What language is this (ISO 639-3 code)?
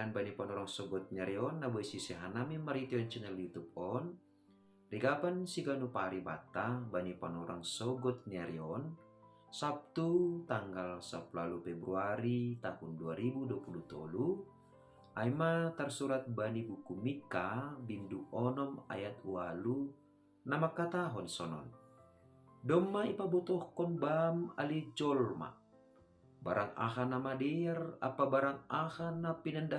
bts